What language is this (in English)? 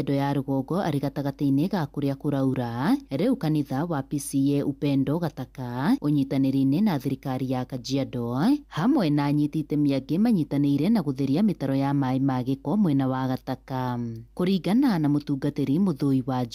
Kikuyu